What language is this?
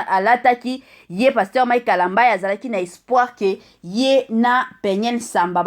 Lingala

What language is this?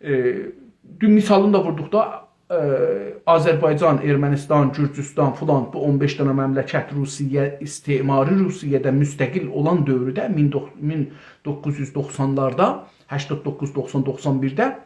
South Azerbaijani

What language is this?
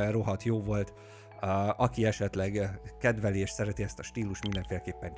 Hungarian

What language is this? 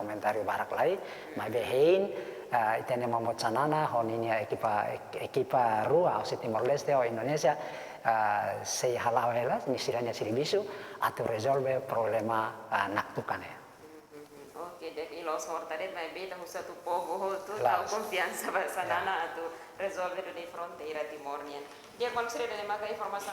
Tetum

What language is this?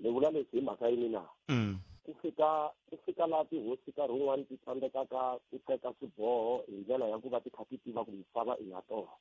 Tsonga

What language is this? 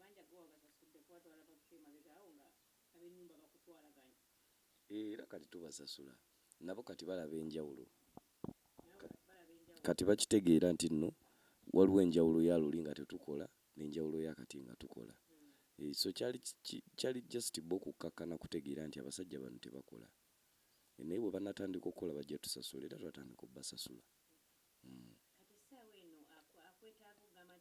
Ganda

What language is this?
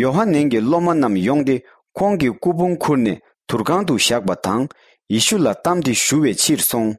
Tibetan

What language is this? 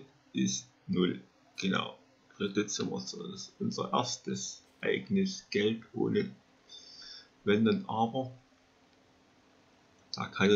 German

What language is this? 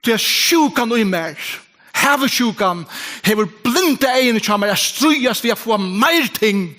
Faroese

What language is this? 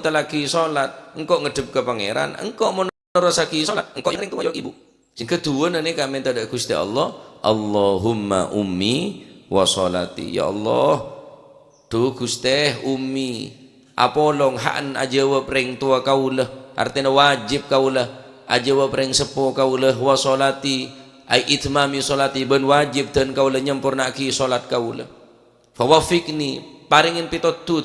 Madurese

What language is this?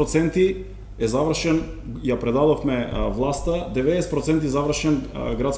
Macedonian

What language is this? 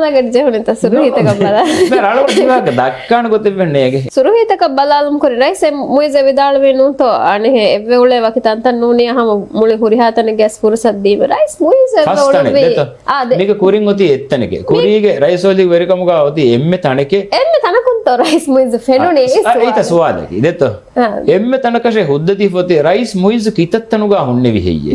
Divehi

